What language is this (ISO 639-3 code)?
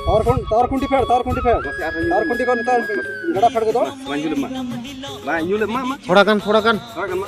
sat